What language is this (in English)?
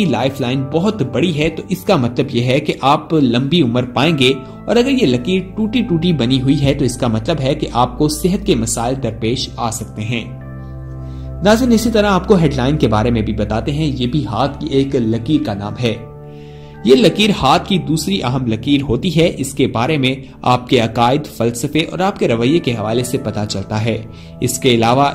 Urdu